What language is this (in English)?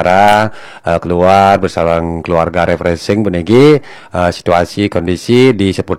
Balinese